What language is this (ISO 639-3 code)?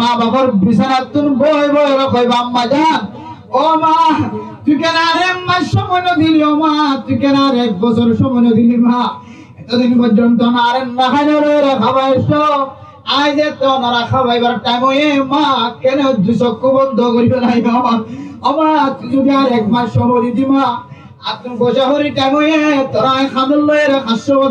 rhg